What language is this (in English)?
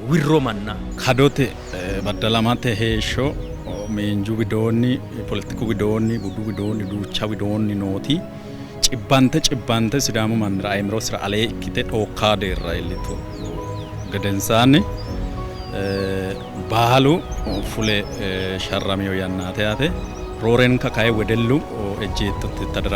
Sidamo